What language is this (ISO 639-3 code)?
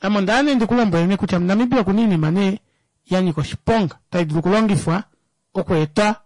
kua